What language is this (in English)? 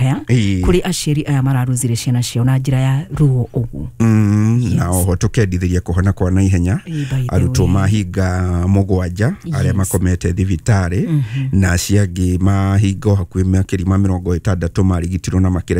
Kikuyu